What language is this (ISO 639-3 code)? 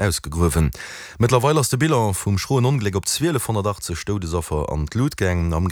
ltz